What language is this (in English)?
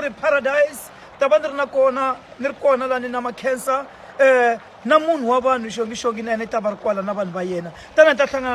Tsonga